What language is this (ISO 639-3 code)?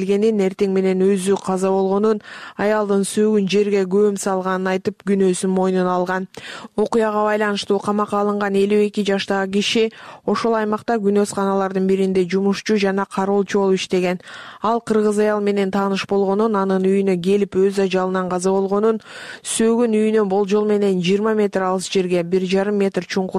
kir